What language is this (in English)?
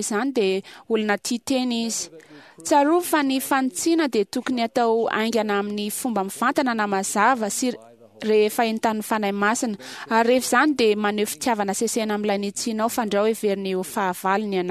Malagasy